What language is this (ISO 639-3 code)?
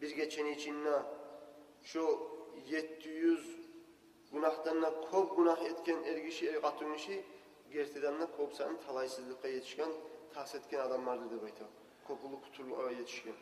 kum